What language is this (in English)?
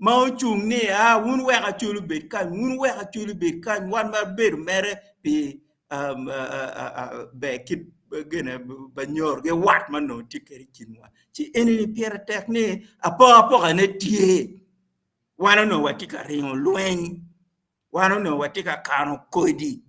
Acoli